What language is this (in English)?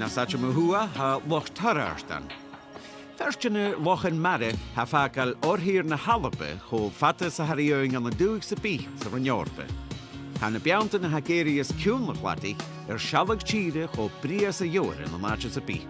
Scottish Gaelic